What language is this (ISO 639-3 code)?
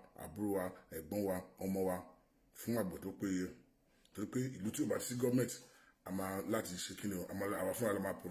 yor